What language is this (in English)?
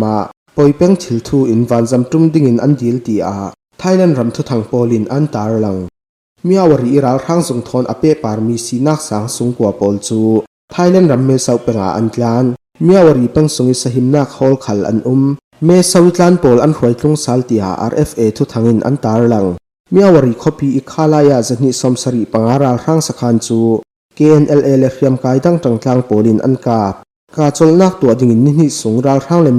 Falam Chin